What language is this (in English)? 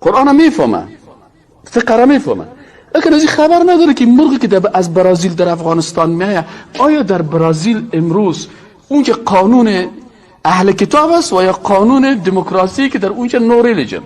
Persian